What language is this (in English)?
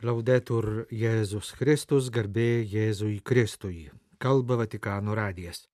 Lithuanian